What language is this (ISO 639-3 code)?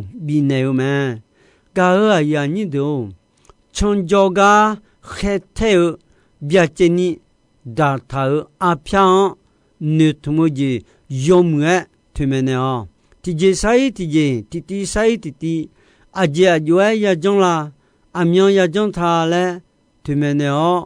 ahk